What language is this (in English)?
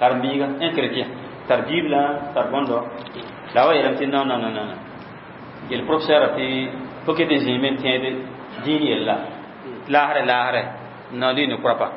Mossi